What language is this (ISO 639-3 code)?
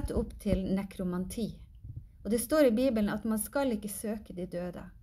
nor